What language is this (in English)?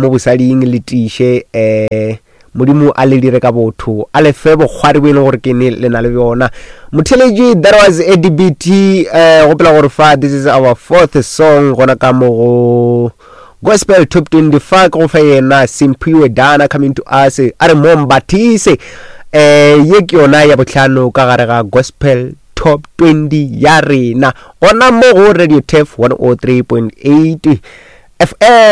Northern Sotho